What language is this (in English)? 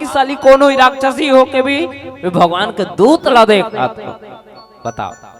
Chhattisgarhi